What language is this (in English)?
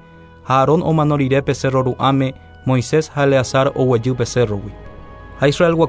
Guarani